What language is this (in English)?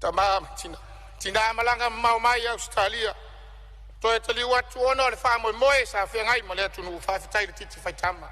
Samoan